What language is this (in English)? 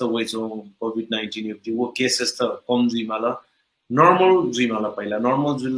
Newari